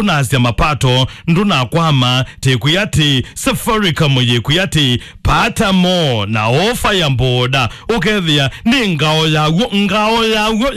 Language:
Kamba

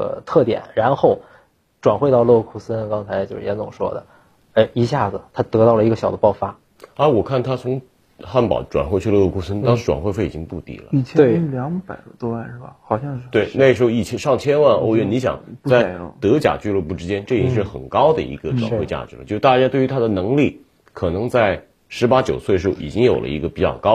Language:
Chinese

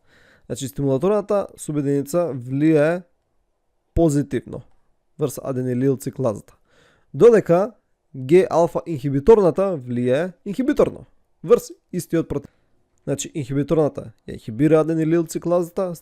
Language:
Macedonian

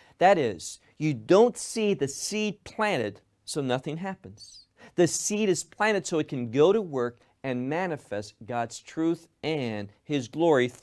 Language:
English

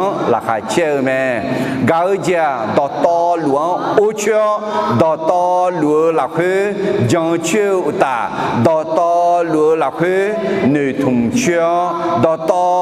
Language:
Akha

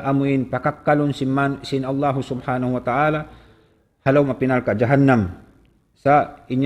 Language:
Tausug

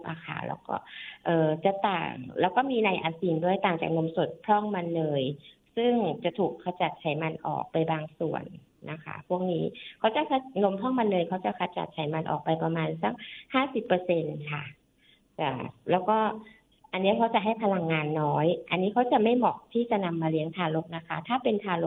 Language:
Thai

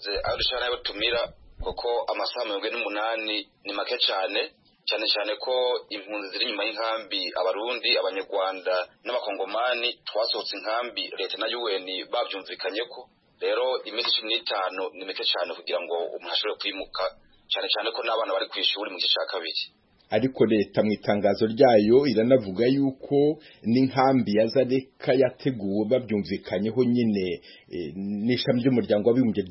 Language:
Kinyarwanda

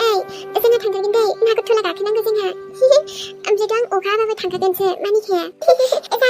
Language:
Bodo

